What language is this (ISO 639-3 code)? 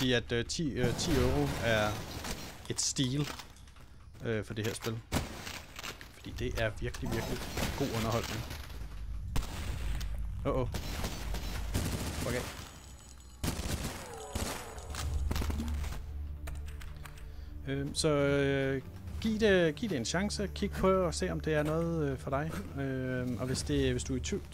dan